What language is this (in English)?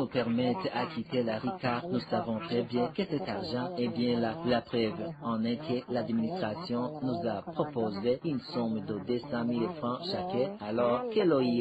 French